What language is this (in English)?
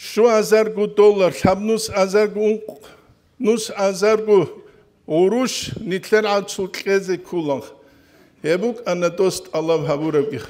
Avaric